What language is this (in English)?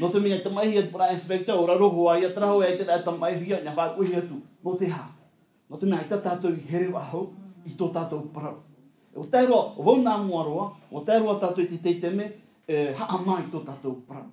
Tahitian